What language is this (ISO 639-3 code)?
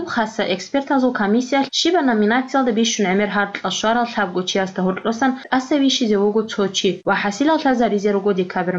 ava